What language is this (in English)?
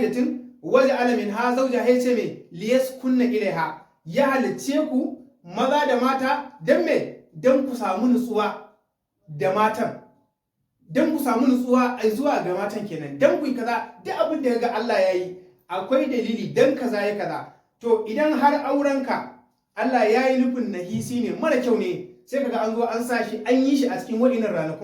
Hausa